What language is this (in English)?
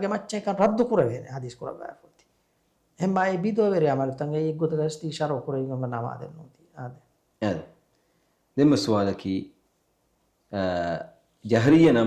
Divehi